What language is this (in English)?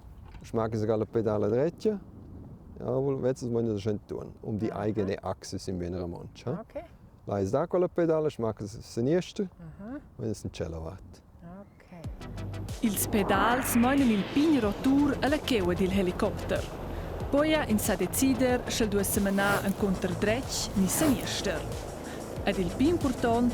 Romansh